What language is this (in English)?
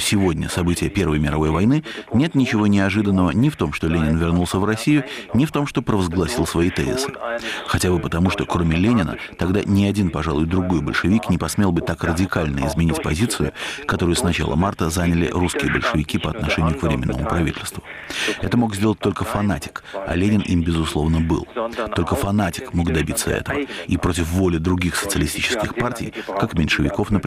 Russian